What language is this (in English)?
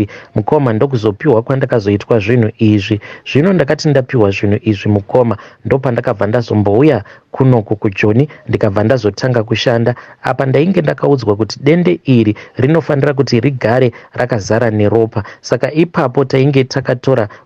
Shona